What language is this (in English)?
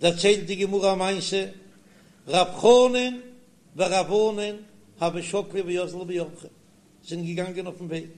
Yiddish